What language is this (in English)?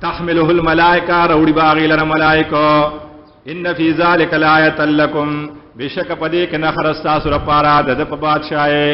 Pashto